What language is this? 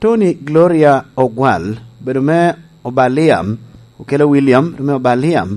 Lango (Uganda)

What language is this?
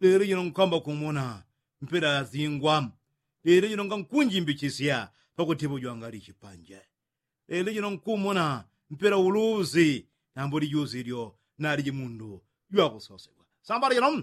Yao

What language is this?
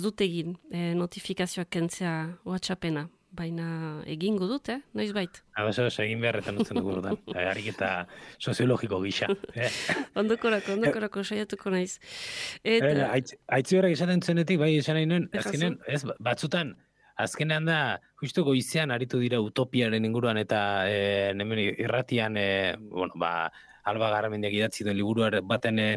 Basque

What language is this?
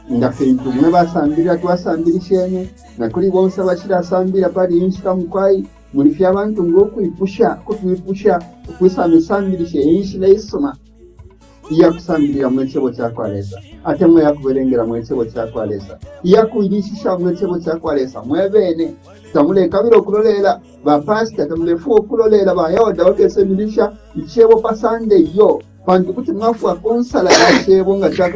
Bemba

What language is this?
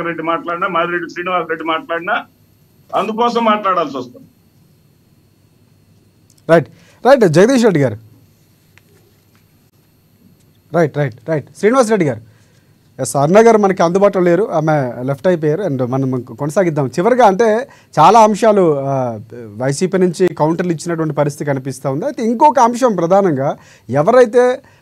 Telugu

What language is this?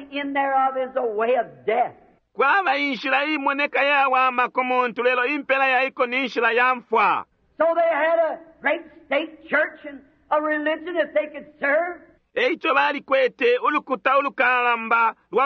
Bemba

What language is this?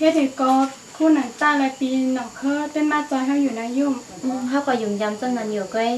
Shan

